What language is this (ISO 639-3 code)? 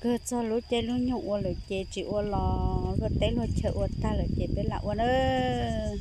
hmn